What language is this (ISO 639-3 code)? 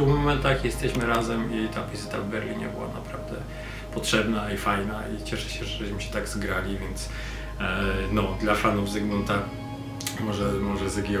pol